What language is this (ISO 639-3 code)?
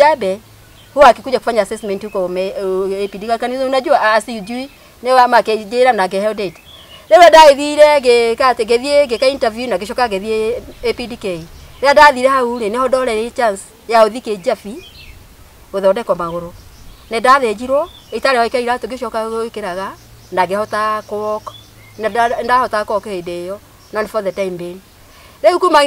kik